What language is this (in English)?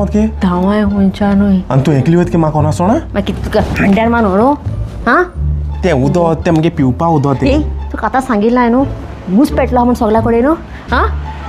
Konkani